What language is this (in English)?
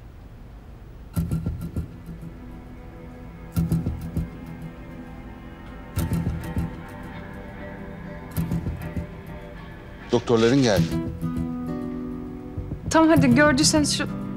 Turkish